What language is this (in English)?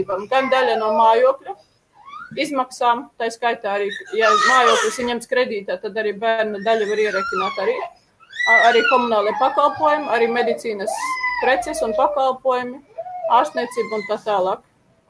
Latvian